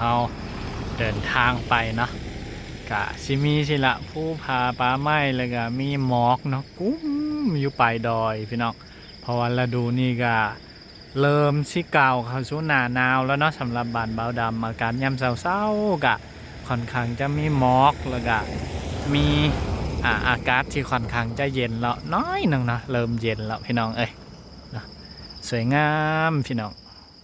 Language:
Lao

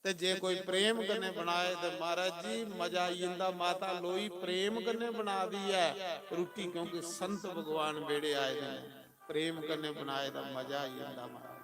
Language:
Dogri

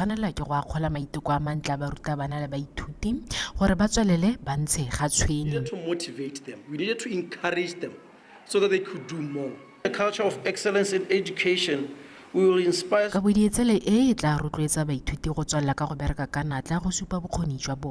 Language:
Tswana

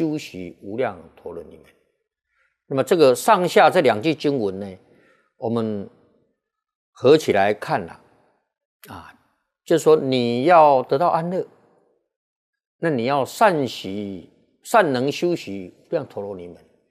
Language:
Chinese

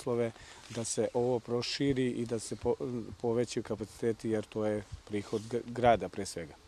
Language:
Serbian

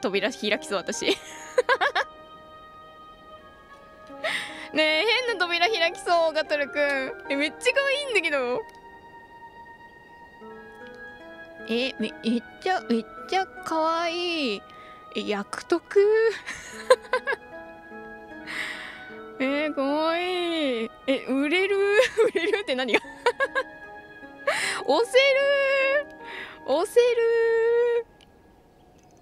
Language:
Japanese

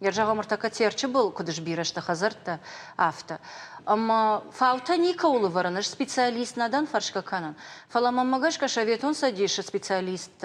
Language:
Ossetic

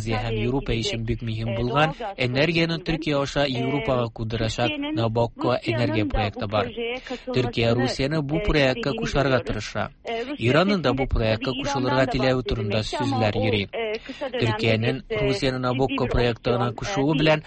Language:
Tatar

